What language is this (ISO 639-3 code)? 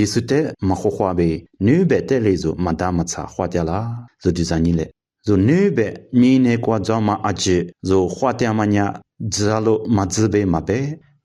lis